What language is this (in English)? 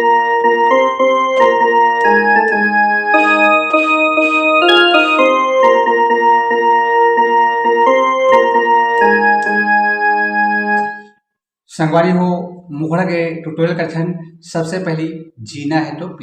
Chhattisgarhi